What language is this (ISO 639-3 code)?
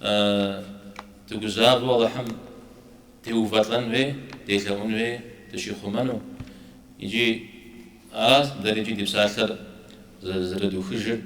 kbd